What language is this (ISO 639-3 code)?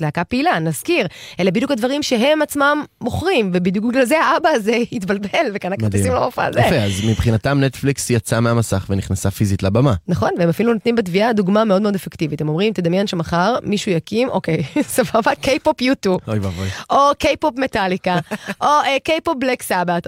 heb